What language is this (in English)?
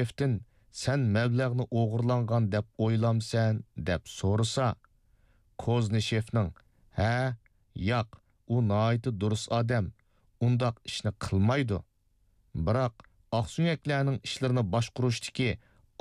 Uyghur